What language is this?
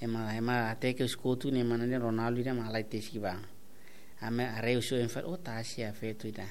Tetum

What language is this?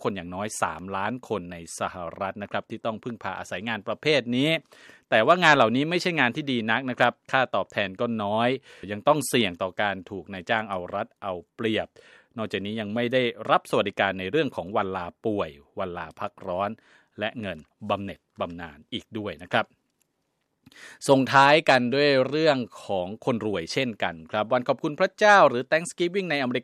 Thai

